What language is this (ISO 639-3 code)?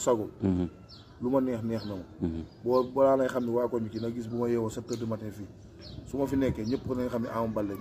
wol